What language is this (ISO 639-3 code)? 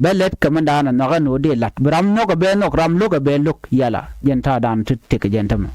nus